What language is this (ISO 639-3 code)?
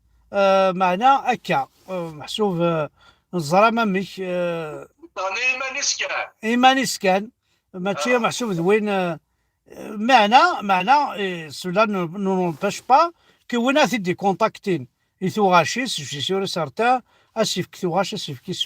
kab